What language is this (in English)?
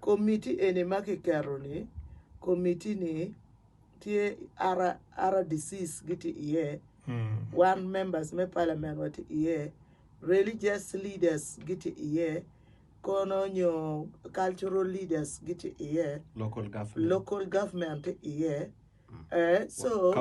Acoli